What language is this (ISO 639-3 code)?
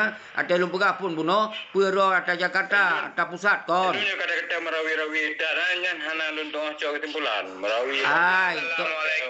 ace